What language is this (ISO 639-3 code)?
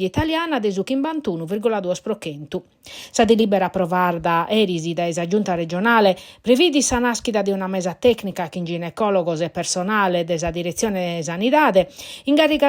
srd